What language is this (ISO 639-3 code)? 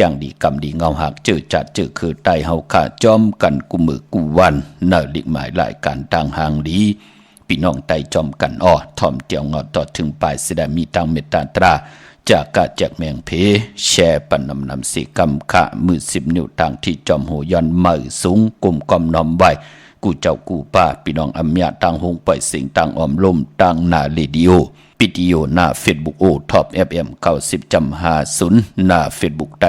shn